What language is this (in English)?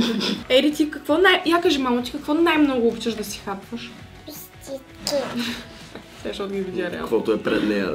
Bulgarian